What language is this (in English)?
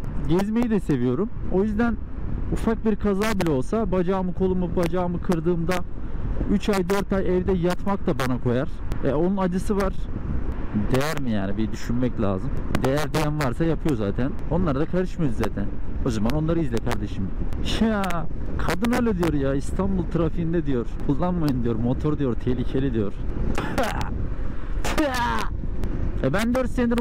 Turkish